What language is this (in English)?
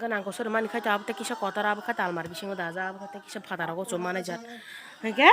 Kok Borok